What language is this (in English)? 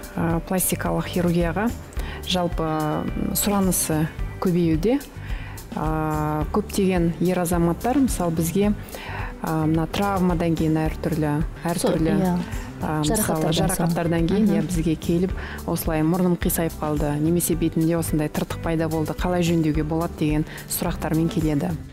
Kazakh